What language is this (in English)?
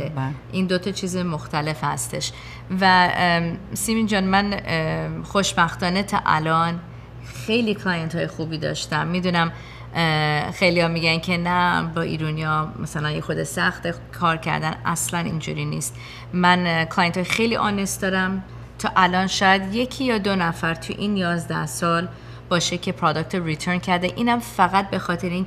Persian